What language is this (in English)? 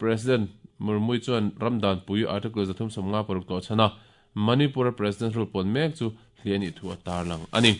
Mizo